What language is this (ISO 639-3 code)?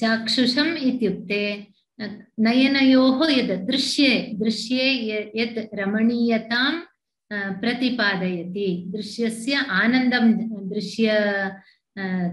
san